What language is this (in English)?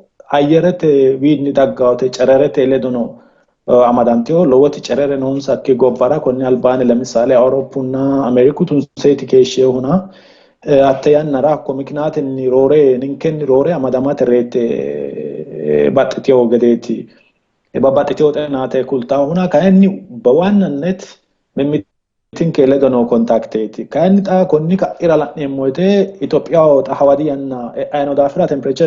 Sidamo